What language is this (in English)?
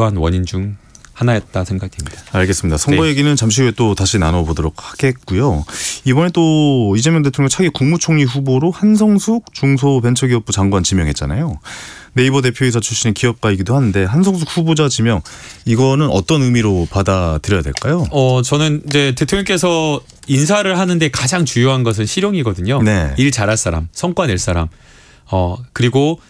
Korean